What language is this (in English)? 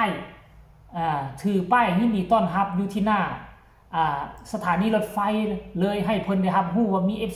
Northeastern Thai